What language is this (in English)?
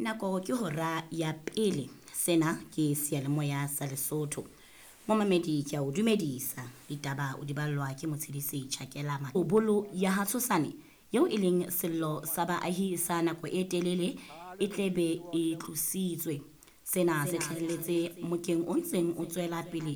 Southern Sotho